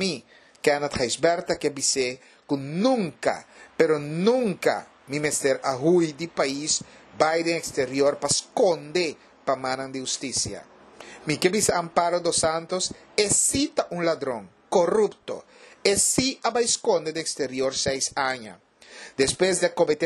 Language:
Papiamento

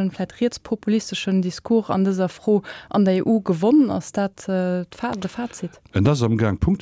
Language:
Luxembourgish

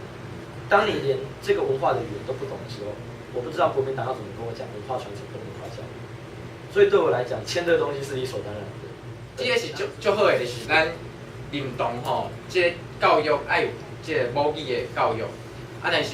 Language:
Min Nan Chinese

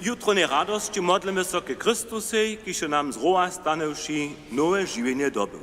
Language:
Upper Sorbian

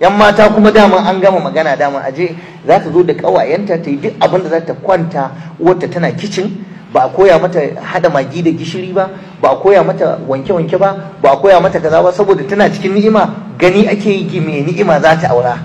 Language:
Hausa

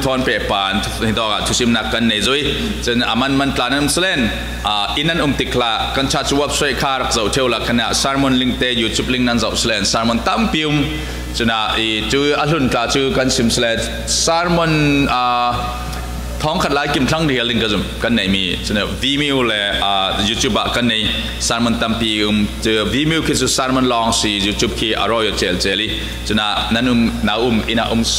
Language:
Falam Chin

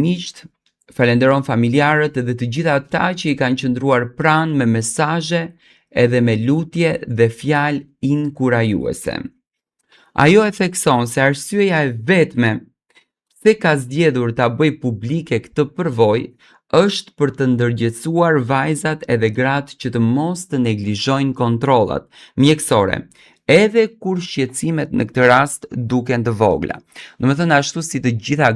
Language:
Albanian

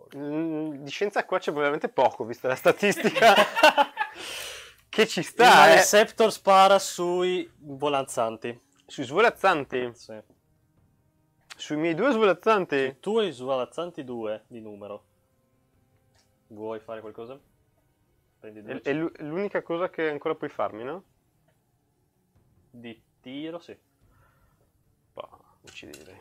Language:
Italian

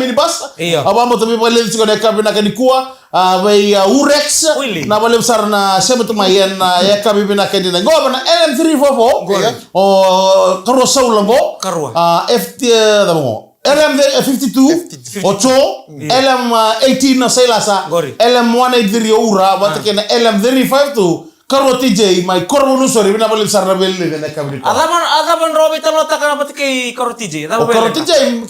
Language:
Fijian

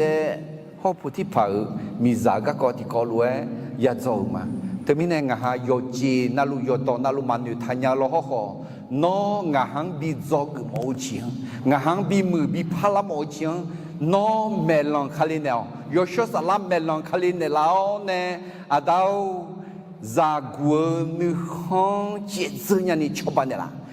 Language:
Akha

